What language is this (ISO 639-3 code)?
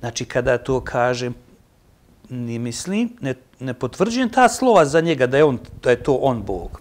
bos